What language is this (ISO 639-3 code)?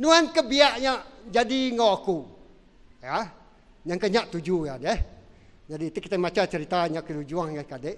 iba